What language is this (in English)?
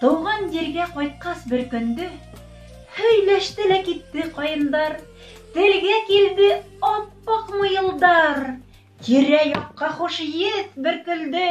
Bashkir